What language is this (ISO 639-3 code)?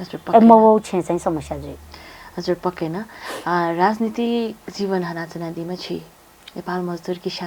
new